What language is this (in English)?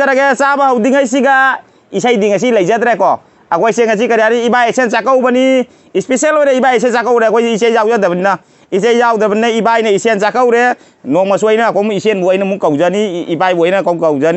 Manipuri